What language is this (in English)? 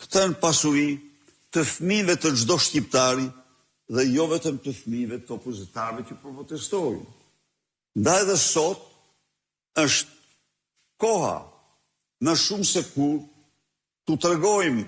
Albanian